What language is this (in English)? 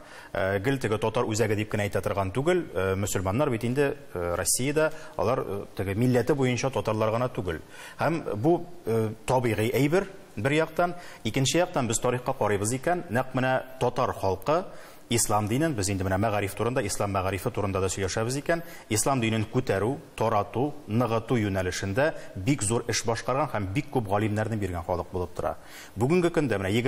Tatar